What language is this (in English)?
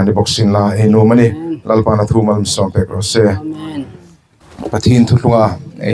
Hmar